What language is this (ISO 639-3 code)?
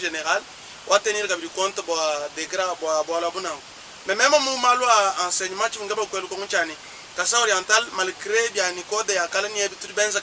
lua